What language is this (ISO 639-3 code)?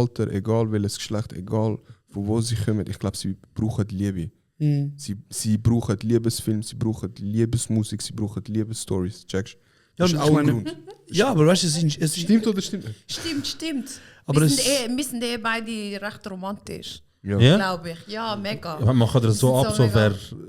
gsw